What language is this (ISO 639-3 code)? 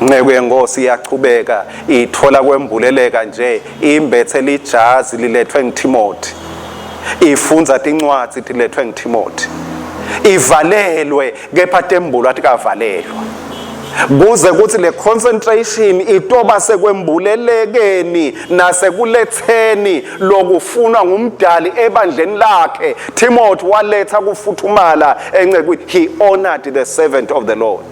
ssw